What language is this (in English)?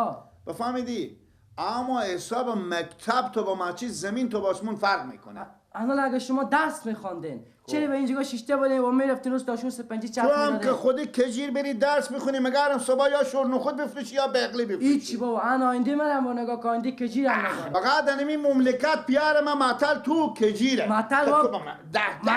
Persian